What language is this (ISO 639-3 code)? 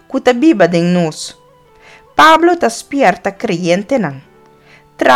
pap